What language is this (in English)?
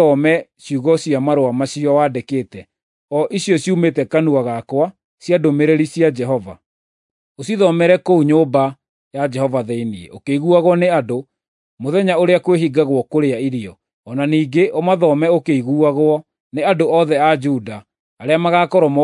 Kikuyu